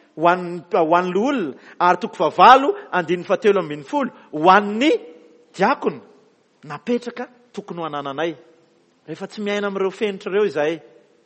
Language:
Malagasy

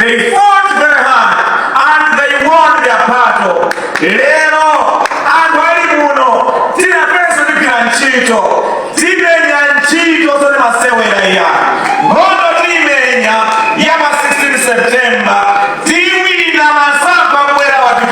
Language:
Nyanja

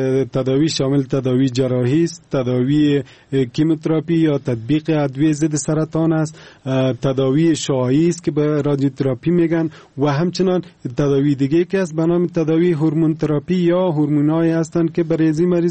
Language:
Persian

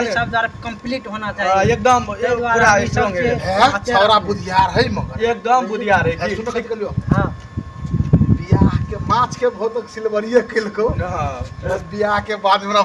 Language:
Maithili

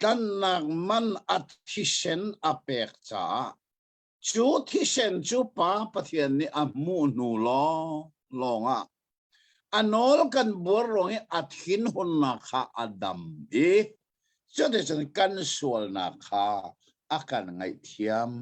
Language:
Hakha Chin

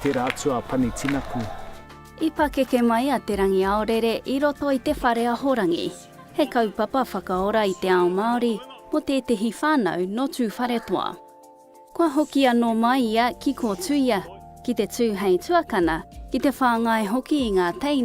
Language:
Māori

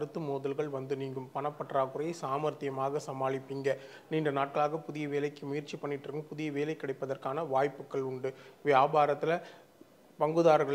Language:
Tamil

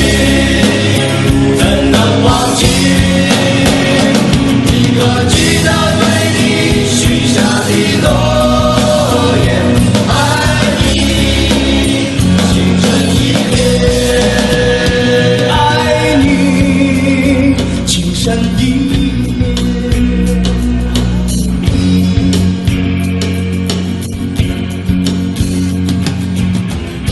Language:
Chinese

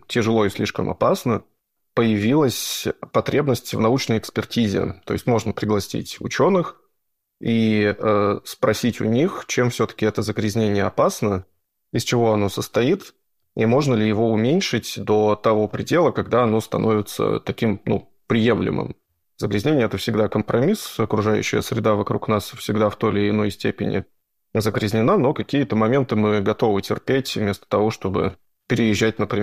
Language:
Russian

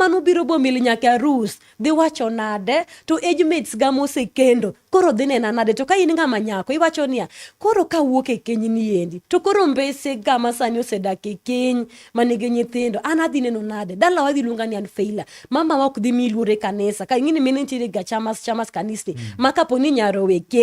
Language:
Luo (Kenya and Tanzania)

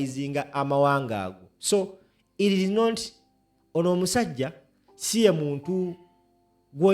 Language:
Ganda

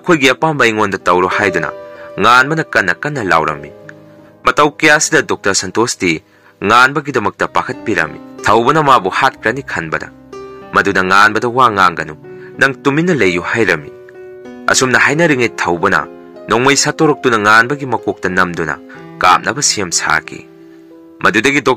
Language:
Manipuri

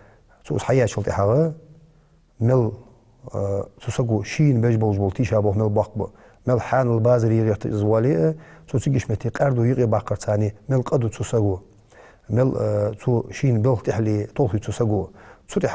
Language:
Ingush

